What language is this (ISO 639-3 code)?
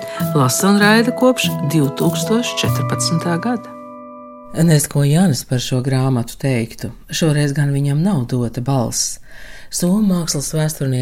lav